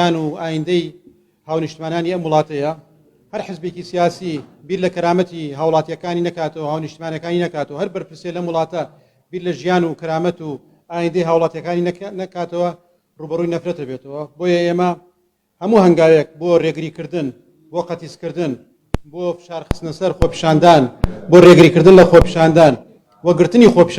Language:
Central Kurdish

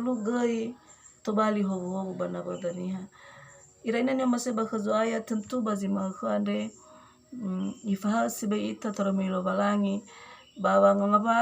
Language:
Nias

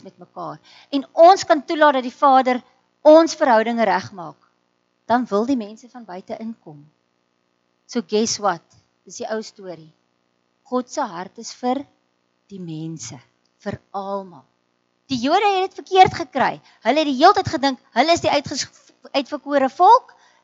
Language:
Afrikaans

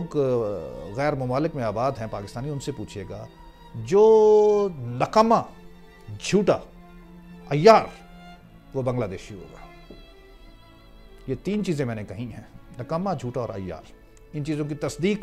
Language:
Urdu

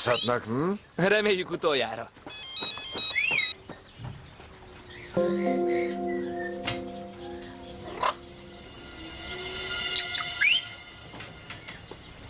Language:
Hungarian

